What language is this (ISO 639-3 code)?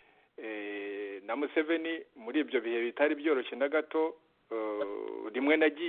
kin